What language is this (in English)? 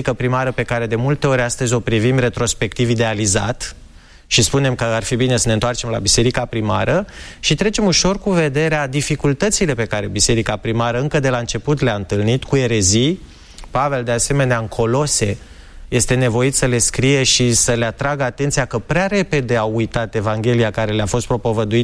Romanian